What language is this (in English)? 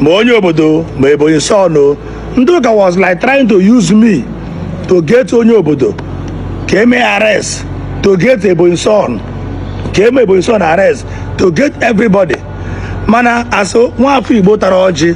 Igbo